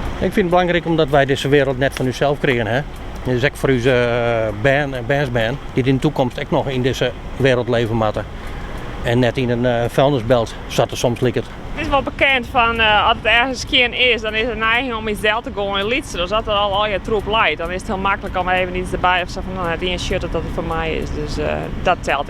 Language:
Western Frisian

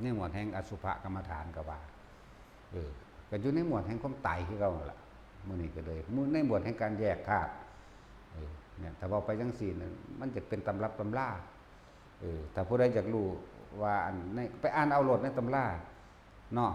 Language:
Northeastern Thai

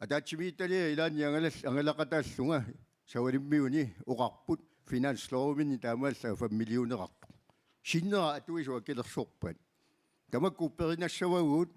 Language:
Kalaallisut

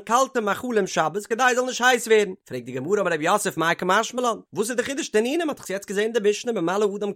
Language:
Yiddish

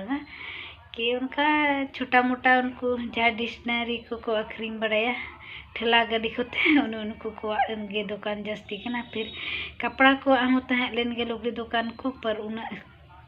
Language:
Santali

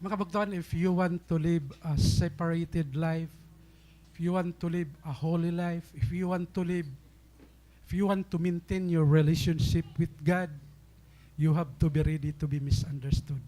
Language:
Waray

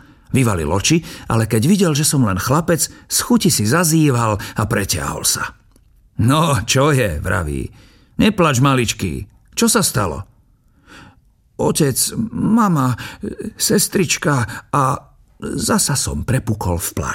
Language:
Slovak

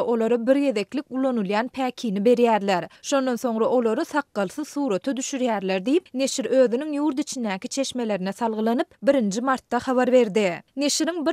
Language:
Turkmen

